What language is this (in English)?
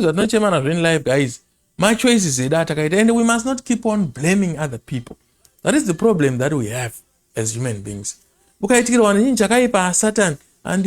Shona